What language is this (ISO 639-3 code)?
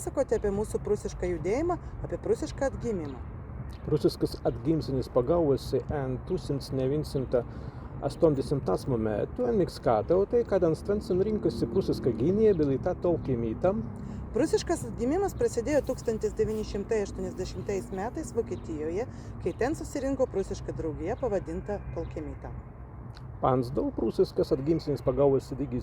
prg